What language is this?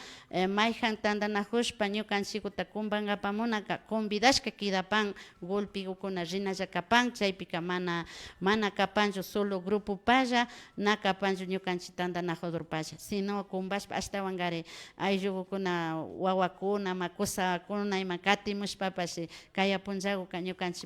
Imbabura Highland Quichua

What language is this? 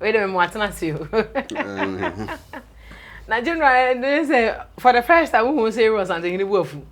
Akan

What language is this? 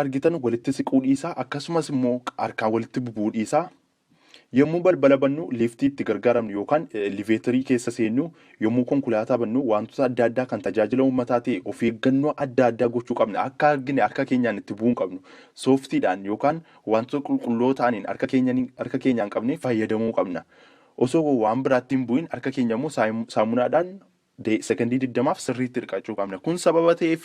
Oromo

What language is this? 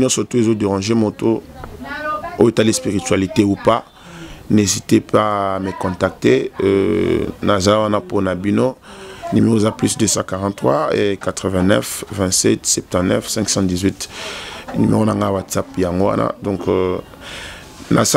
Lingala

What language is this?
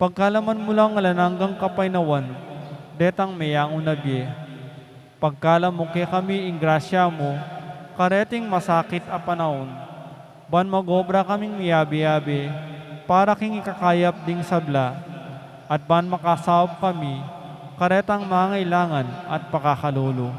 Pampanga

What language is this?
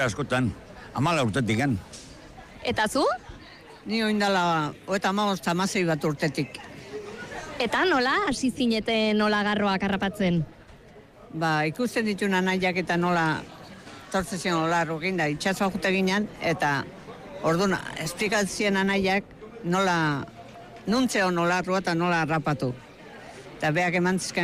Basque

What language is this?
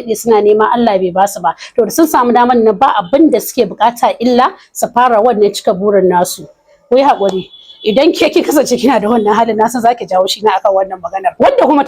Hausa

